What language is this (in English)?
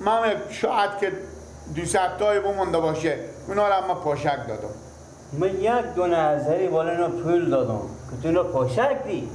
Persian